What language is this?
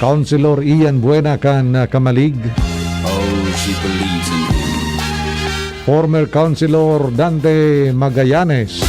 Bikol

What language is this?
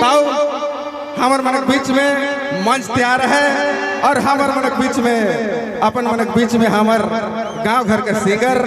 Sadri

